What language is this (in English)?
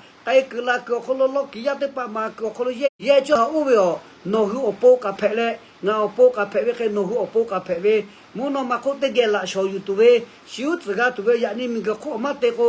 Lahu